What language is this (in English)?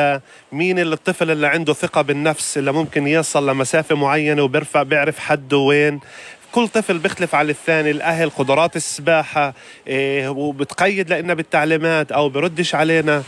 North Levantine Arabic